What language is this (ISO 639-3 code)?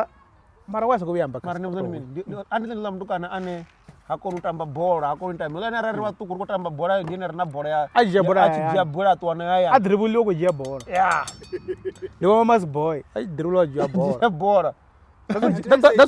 ven